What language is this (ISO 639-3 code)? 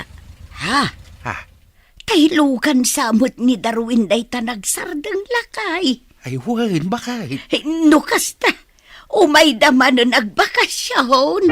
ilo